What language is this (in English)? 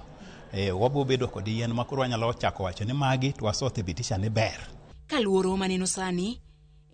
Luo (Kenya and Tanzania)